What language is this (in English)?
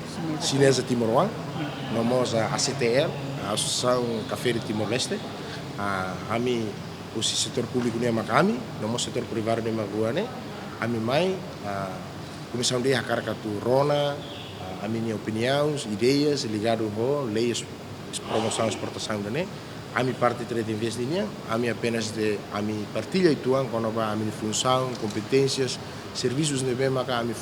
Tetum